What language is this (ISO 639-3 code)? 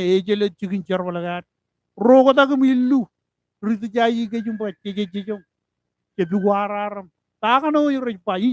mah